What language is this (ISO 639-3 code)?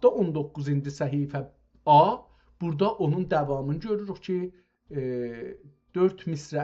azb